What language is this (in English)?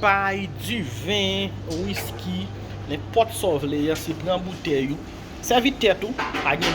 Haitian Creole